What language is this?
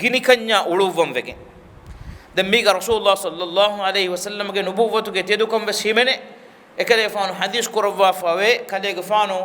Divehi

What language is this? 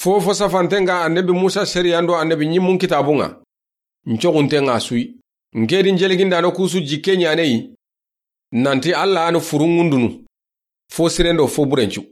Soninke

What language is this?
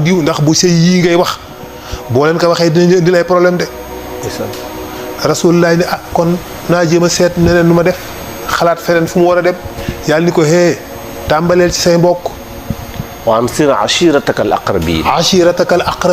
Wolof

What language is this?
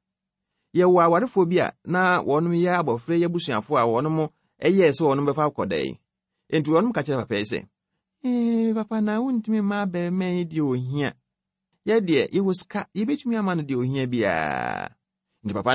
Akan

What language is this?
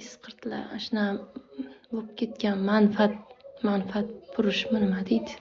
Uzbek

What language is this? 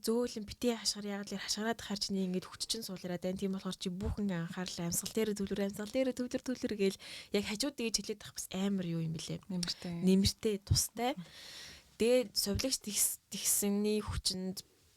Mongolian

